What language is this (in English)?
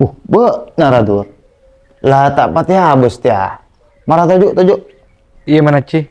Madurese